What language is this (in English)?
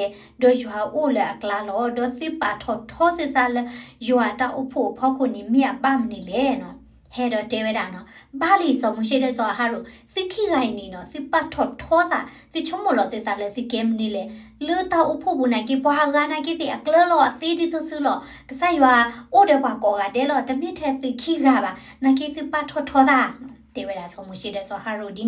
S'gaw Karen